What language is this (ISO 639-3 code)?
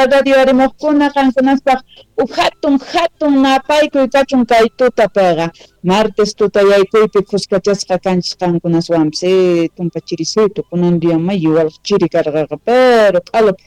que